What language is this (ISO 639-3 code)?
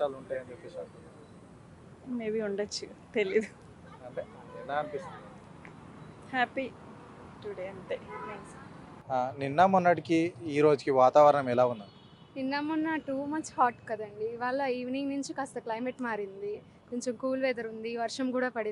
tel